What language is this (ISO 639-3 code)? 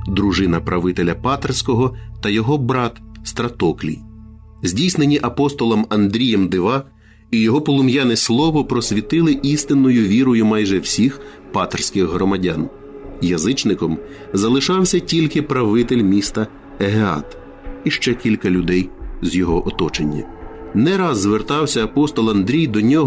ukr